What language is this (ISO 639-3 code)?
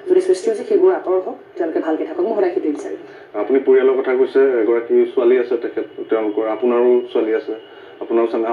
asm